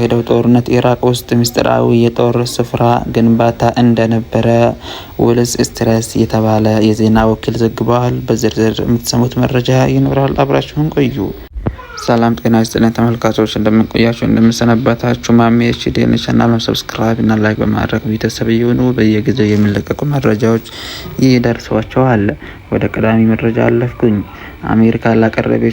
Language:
Amharic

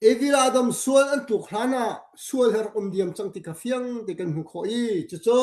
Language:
Hakha Chin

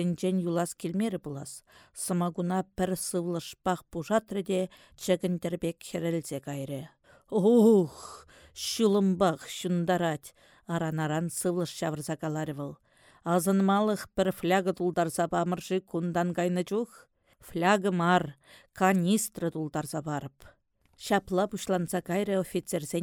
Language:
Chuvash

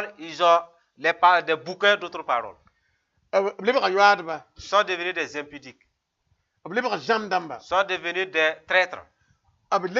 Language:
Mossi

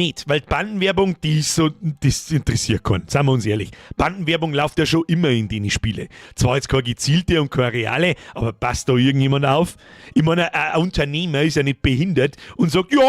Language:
Bavarian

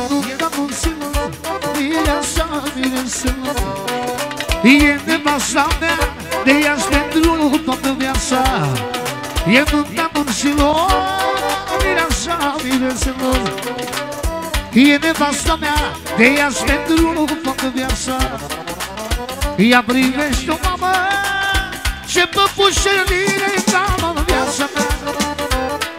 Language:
Romanian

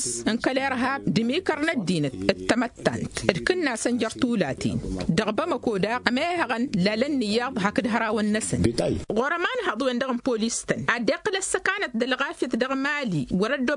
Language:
Tamasheq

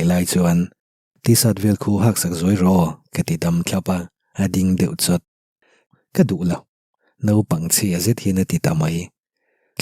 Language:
Mizo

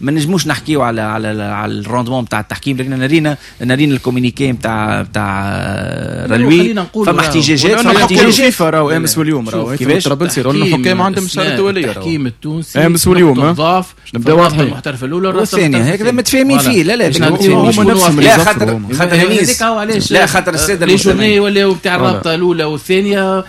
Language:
Tunisian Arabic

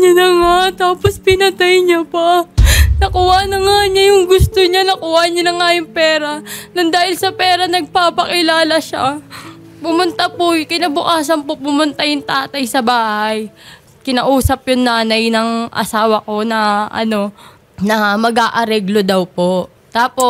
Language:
Filipino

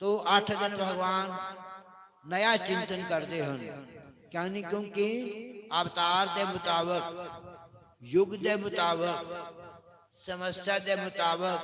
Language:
Dogri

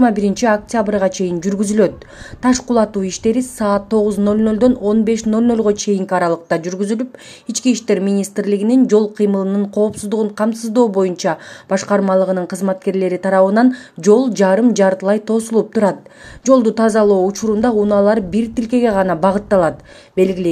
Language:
Kyrgyz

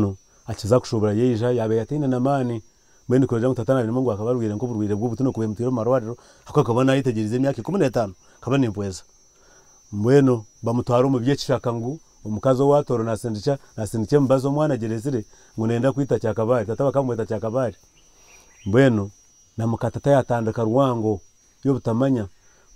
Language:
Nyankole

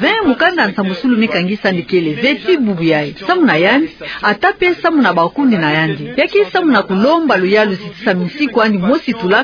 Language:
Kituba (Democratic Republic of Congo)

